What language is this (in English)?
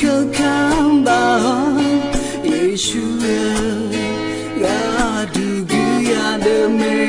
Akha